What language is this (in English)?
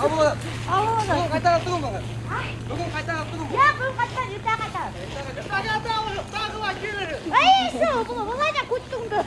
Bashkir